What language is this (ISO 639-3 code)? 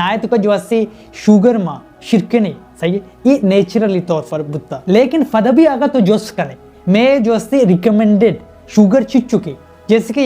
bal